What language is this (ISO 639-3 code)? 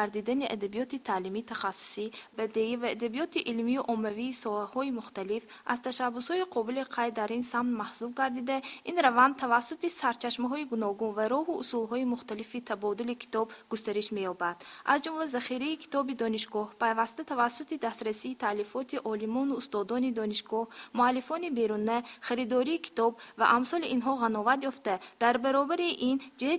tgk